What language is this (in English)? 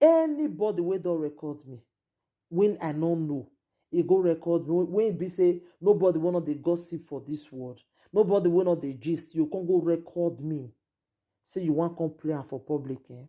Nigerian Pidgin